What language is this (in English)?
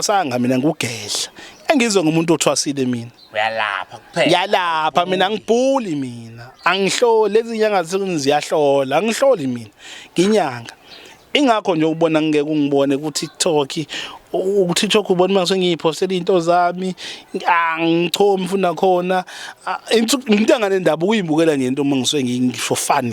Zulu